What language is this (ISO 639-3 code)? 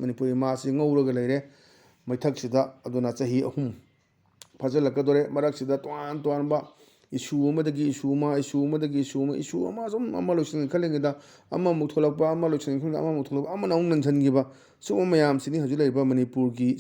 mni